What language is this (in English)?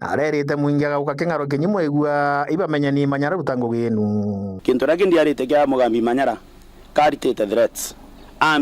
Meru